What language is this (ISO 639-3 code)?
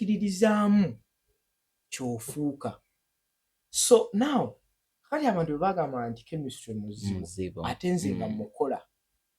lug